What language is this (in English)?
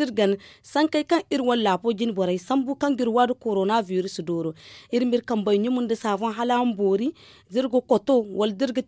Zarma